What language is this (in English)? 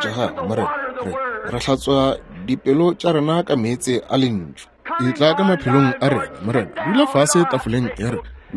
Northern Sotho